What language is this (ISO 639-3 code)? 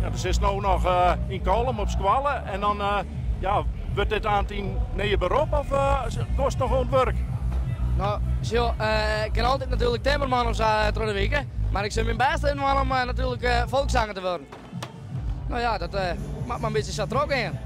fry